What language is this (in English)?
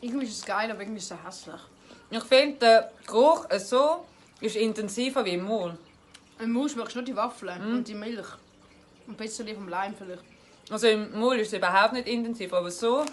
Swiss German